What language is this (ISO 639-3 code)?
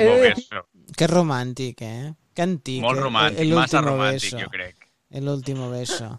cat